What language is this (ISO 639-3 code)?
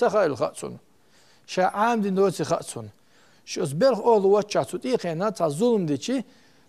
che